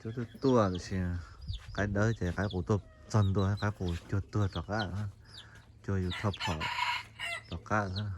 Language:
Hmong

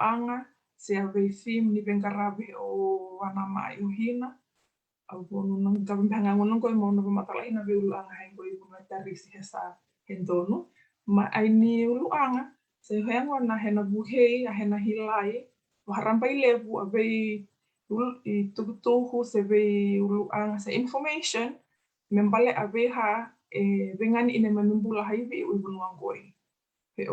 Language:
Fijian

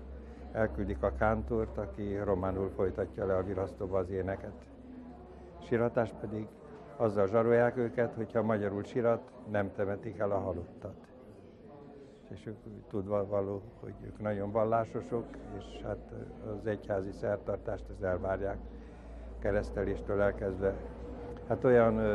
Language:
Hungarian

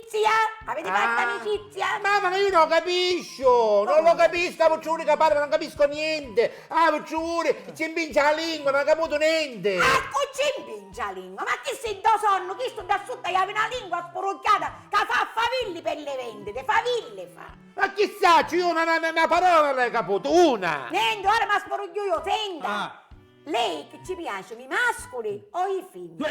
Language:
Sicilian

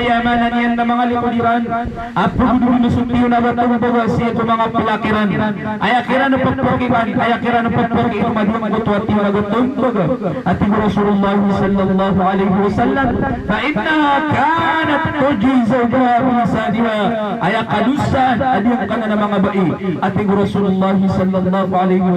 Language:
Maranao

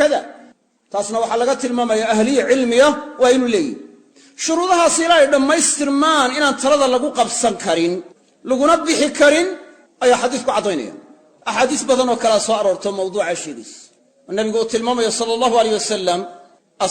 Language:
Somali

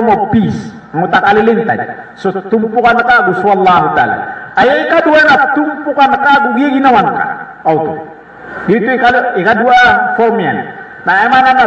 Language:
Maranao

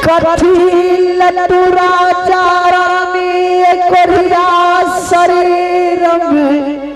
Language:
Angika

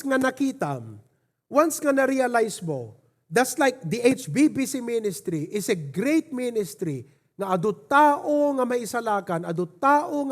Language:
Iloko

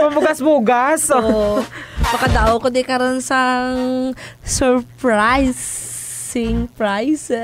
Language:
Hiligaynon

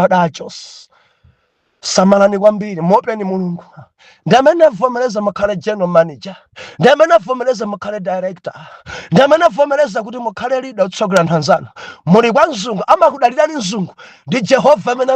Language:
Nyanja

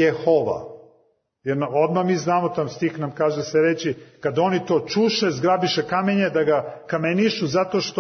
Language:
Serbian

